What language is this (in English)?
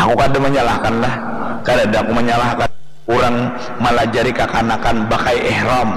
Banjar